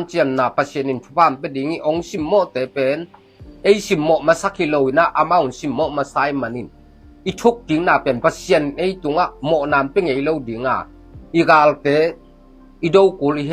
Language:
Tedim Chin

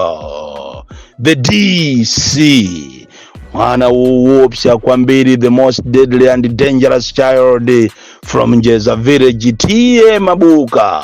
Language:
Nyanja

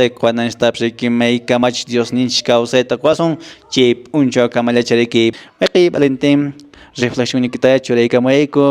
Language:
Quechua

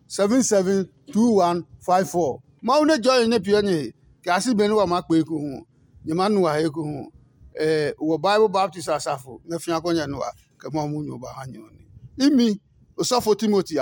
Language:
Adangme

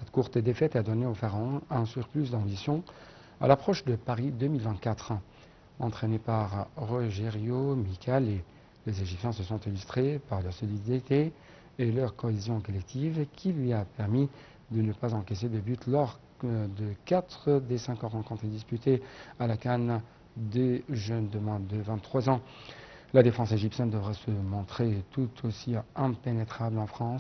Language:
French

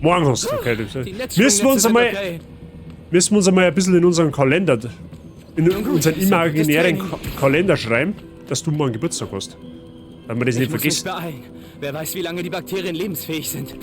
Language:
Bavarian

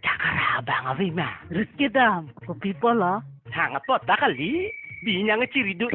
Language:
Karbi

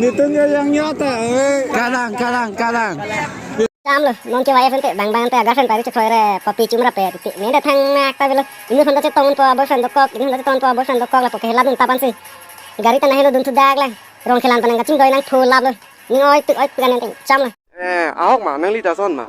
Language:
Karbi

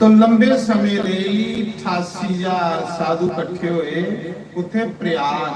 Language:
Dogri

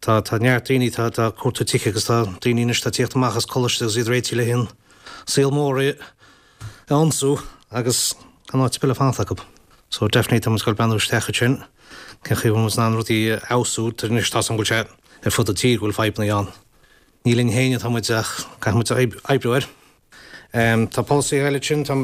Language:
Irish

